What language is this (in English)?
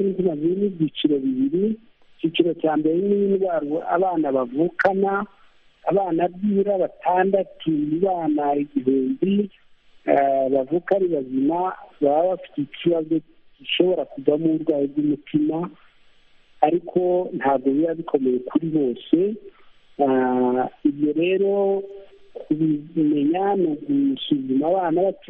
Kinyarwanda